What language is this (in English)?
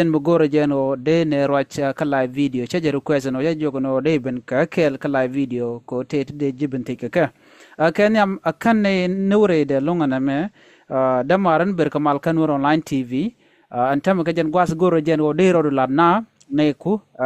Nuer